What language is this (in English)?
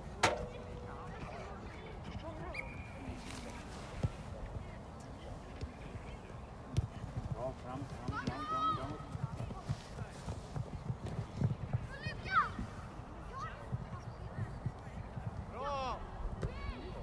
Swedish